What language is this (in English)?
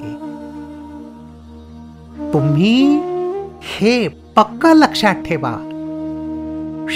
Marathi